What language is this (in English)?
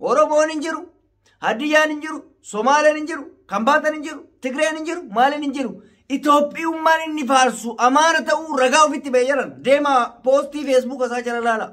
Oromo